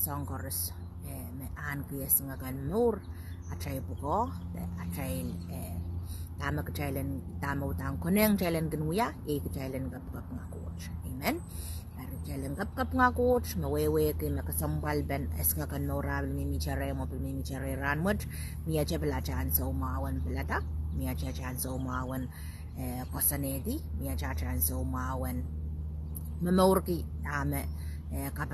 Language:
Pohnpeian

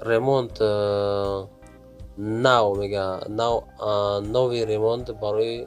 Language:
Tajik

